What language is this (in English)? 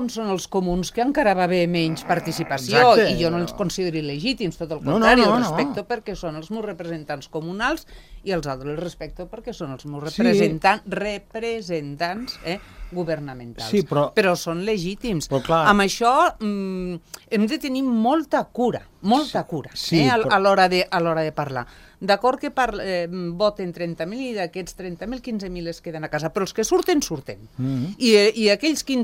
Catalan